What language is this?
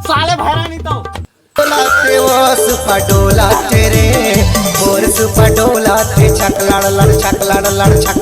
Chhattisgarhi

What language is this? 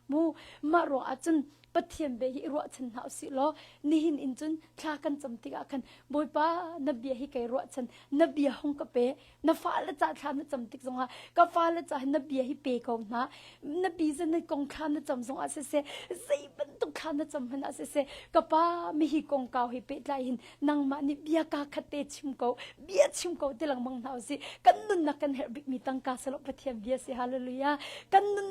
Hakha Chin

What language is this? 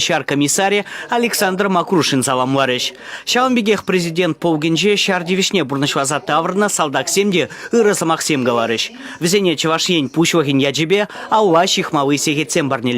Chuvash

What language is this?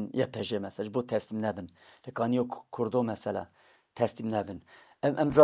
Kurdish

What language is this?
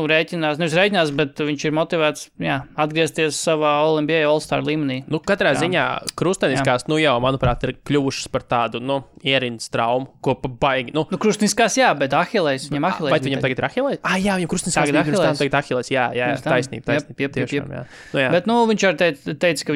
Latvian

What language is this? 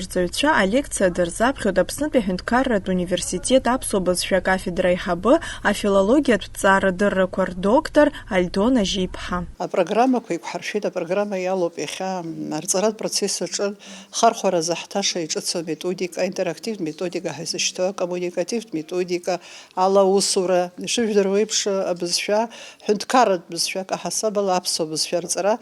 Abkhazian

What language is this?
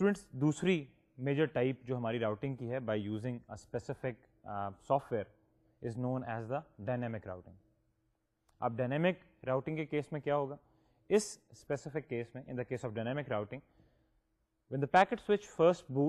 Urdu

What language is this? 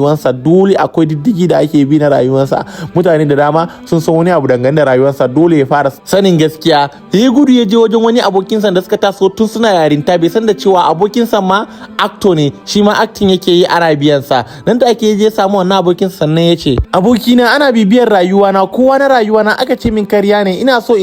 Hausa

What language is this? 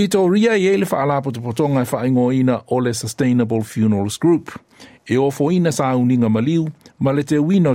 Samoan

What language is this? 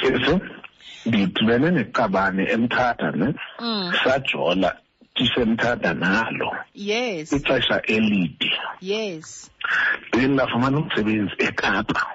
Xhosa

